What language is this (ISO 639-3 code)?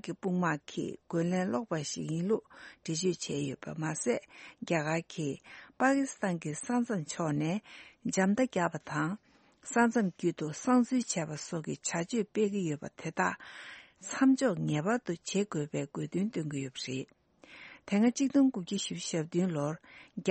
bod